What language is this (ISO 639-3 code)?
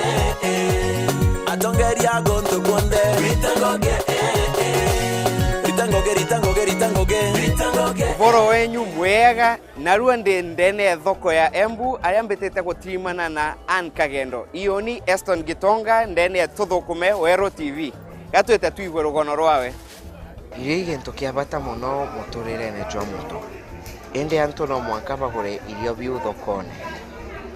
mer